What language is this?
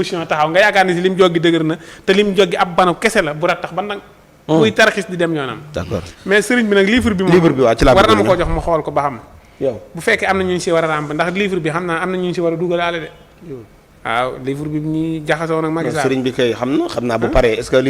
Wolof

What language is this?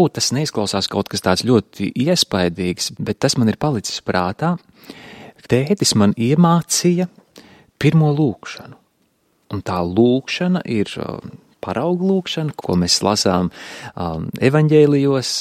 Latvian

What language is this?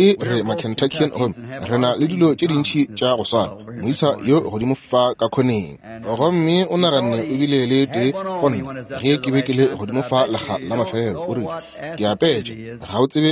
Northern Sotho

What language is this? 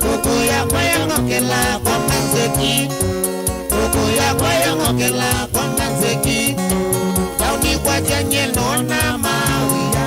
Kamba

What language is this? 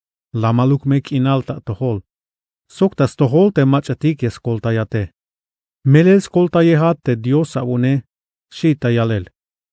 Tzeltal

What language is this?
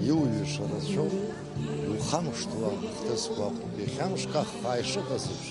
Abkhazian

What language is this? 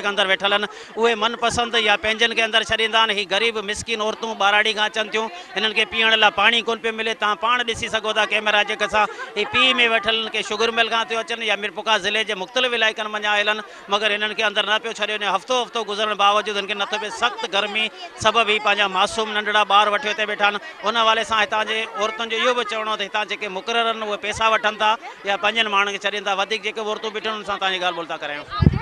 Sindhi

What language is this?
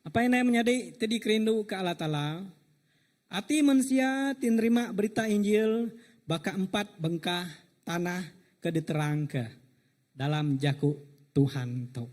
Iban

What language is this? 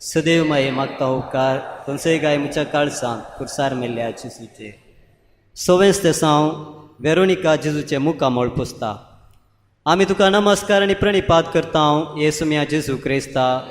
Konkani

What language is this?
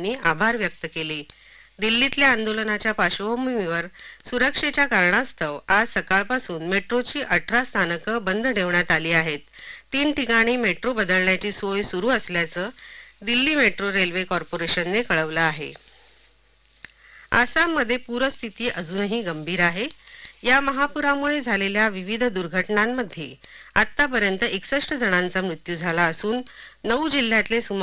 Marathi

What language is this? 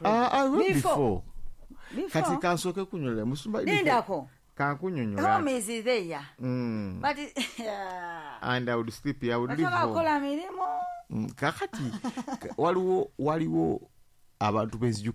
Ganda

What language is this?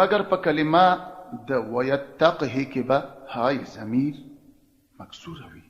Pashto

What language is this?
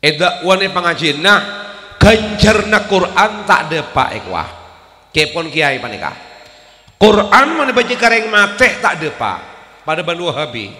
Madurese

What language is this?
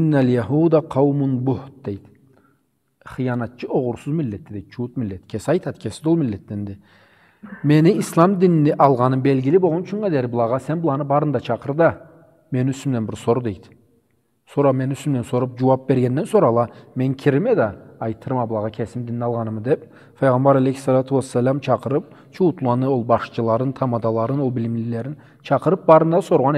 Karachay-Balkar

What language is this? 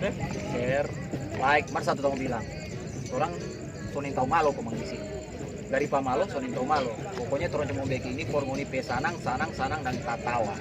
Manado Malay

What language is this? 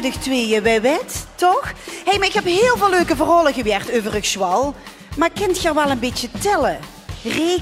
Limburgish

